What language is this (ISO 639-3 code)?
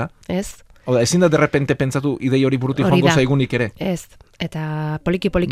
eus